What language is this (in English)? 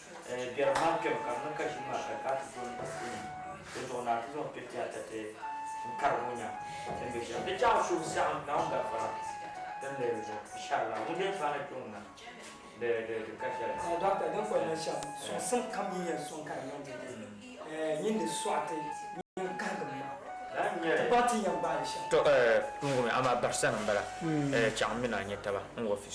Dagbani